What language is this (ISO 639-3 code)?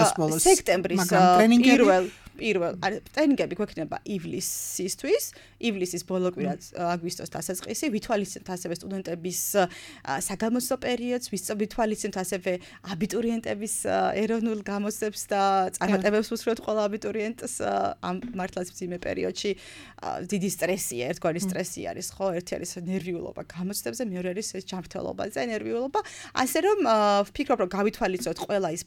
kat